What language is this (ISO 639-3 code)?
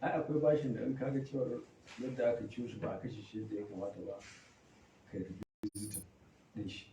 hau